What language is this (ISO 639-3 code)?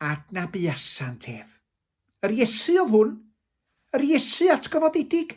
cym